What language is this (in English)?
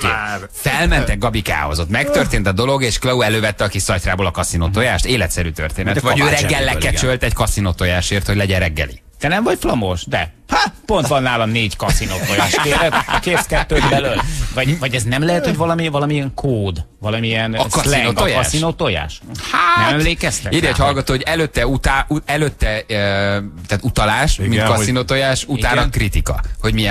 Hungarian